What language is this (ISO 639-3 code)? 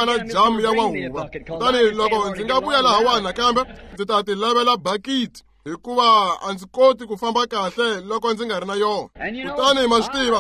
tso